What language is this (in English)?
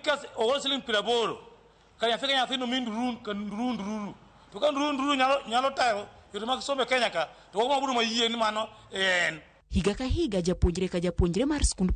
Luo (Kenya and Tanzania)